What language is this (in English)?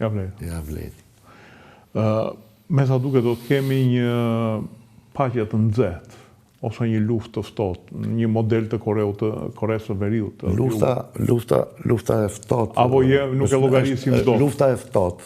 Albanian